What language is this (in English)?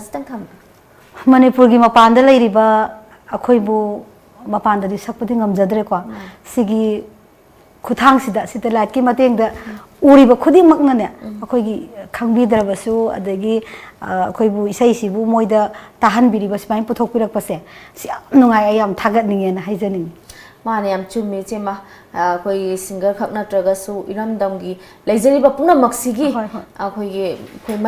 Manipuri